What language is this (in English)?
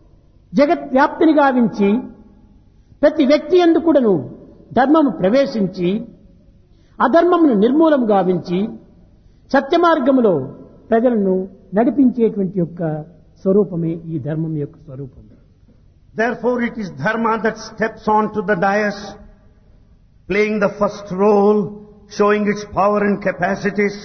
Telugu